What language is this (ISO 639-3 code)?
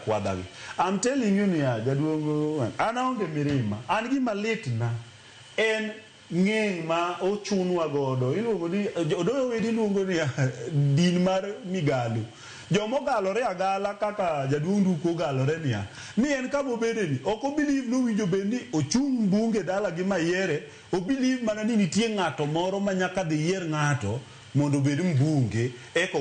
luo